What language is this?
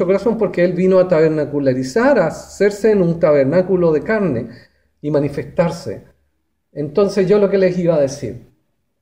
Spanish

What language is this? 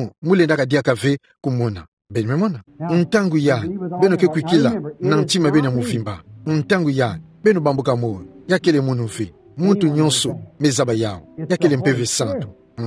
Kituba (Democratic Republic of Congo)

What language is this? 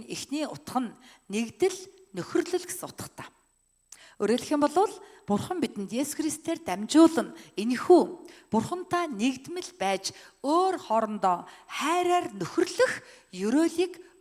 Mongolian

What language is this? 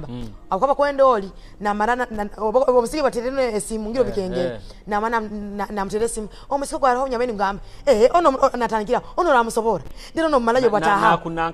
Nyoro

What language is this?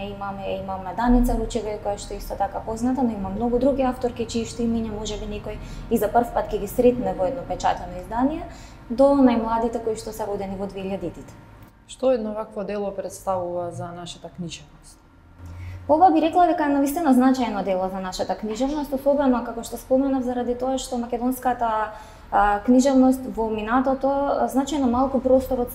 Macedonian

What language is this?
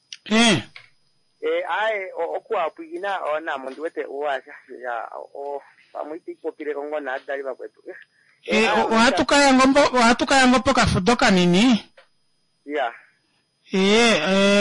Kuanyama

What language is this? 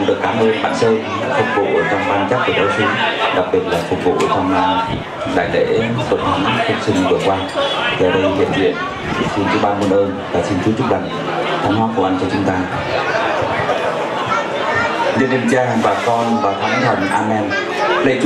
Vietnamese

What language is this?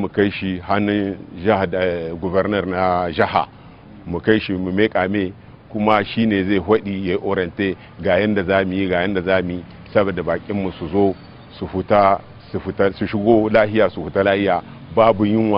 Hausa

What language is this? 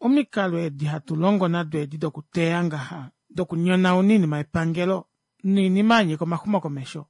Kuanyama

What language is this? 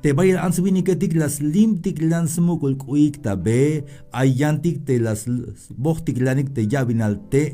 Tzeltal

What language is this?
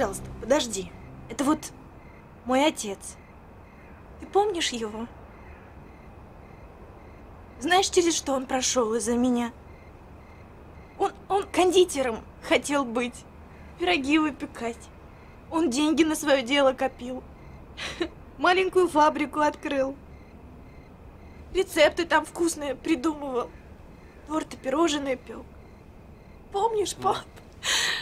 Russian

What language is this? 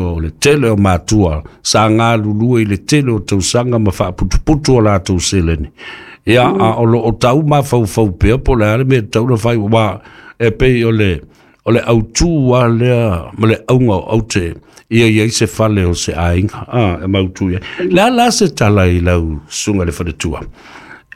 Samoan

